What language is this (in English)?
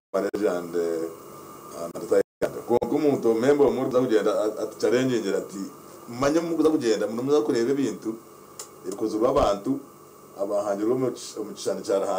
Nyankole